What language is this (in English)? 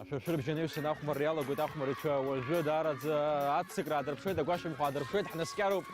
Abkhazian